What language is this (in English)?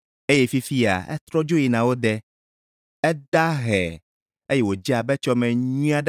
Ewe